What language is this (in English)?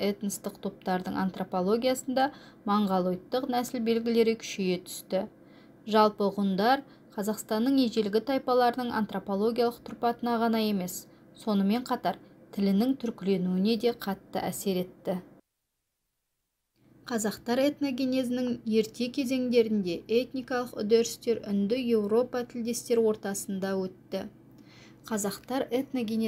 Kazakh